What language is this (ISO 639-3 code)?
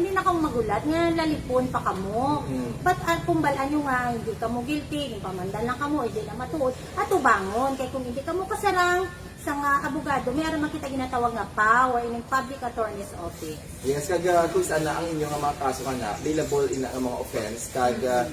hil